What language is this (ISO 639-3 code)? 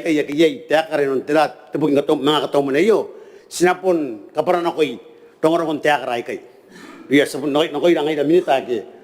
gil